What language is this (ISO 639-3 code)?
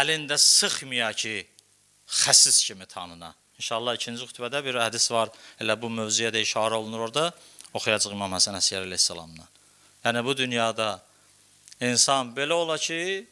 aze